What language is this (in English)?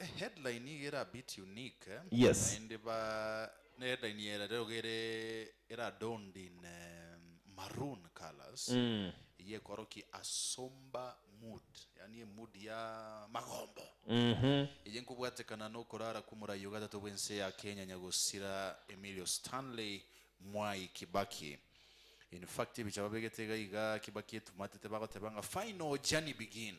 Gusii